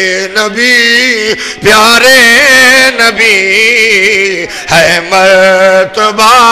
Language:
Urdu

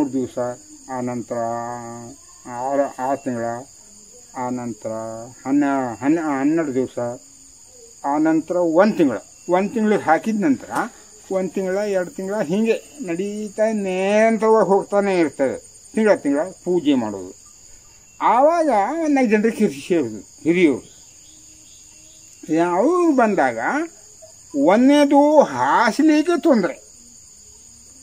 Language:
Kannada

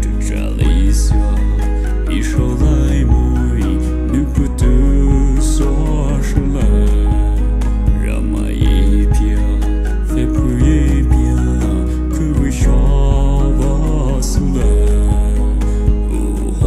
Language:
Poumei Naga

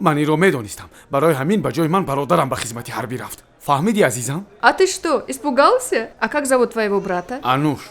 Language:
Tajik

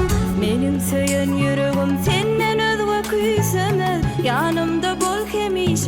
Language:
Turkmen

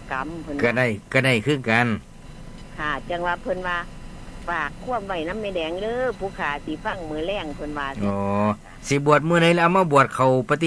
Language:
Northeastern Thai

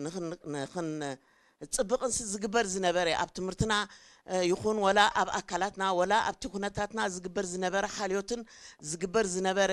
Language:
Tigrinya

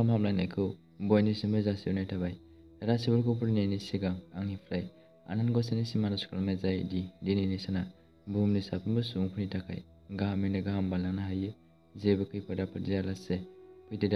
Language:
Bodo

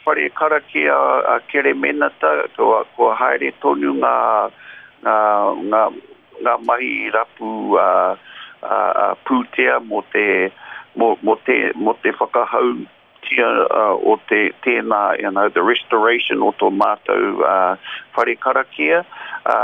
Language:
Māori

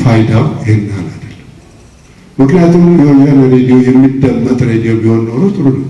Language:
Amharic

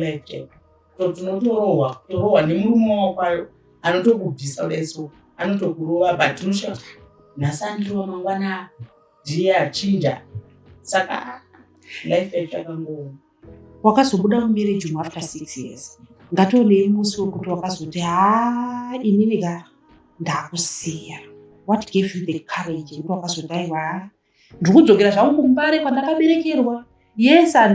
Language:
Shona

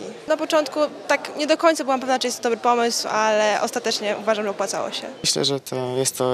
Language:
Polish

